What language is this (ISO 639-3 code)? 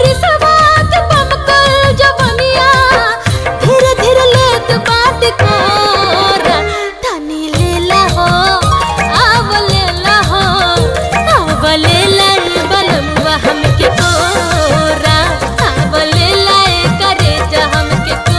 bho